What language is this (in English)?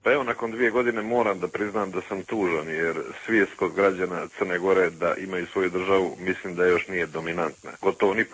Serbian